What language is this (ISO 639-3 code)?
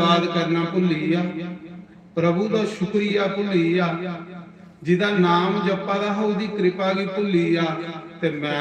doi